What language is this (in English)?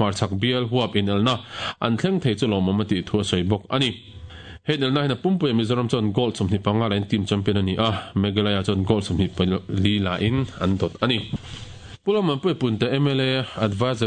Mizo